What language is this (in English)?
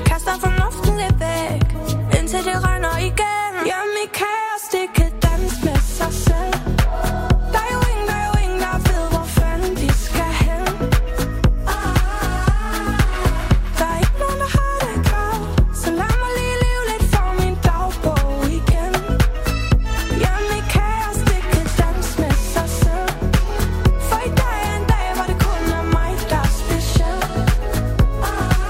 Danish